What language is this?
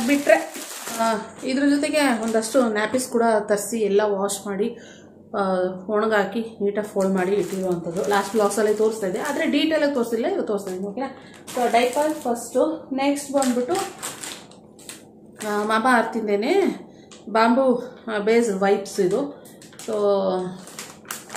Kannada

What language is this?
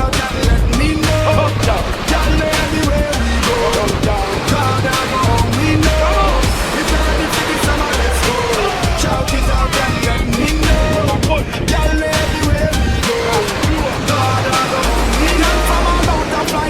Jamaican Creole English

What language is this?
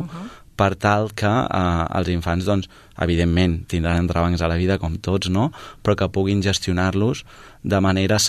Catalan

